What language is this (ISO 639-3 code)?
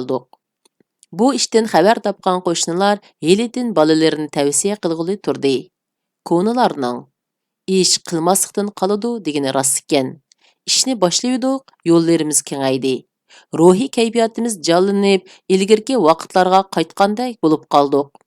uig